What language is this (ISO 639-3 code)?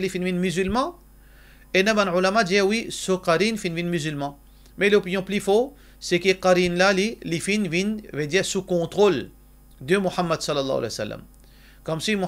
mfe